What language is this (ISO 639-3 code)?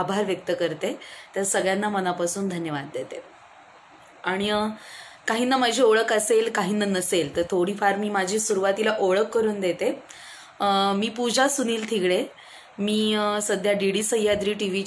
mar